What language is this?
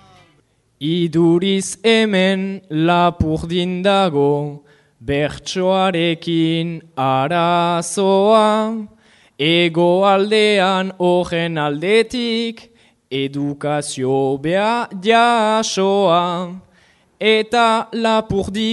Basque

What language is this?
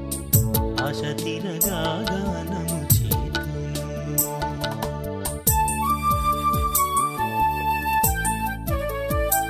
Telugu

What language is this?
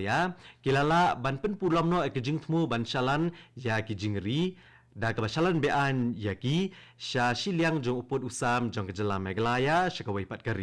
Khasi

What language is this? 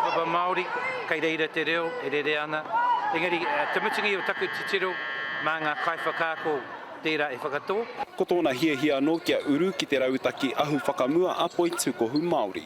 Māori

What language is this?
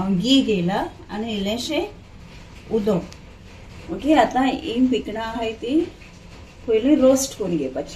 Konkani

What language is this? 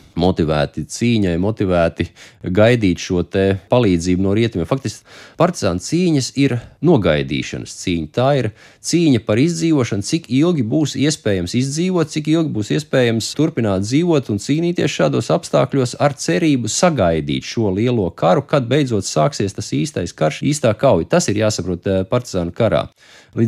Latvian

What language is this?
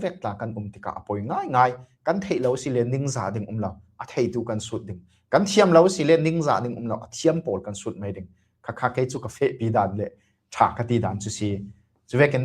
Falam Chin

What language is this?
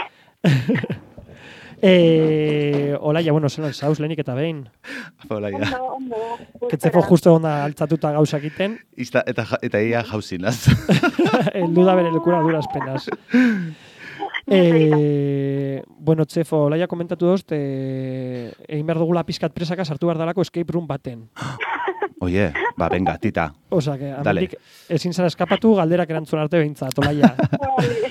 Basque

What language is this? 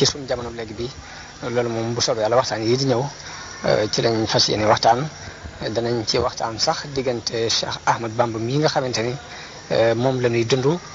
Wolof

